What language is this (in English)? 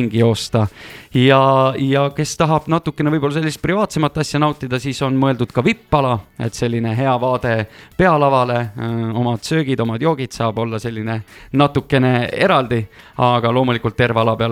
Estonian